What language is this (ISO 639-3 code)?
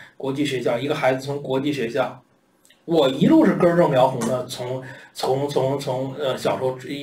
zho